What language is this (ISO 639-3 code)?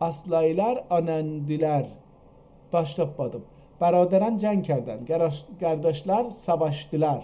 azb